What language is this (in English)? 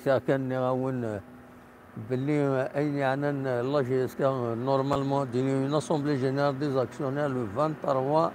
Kabyle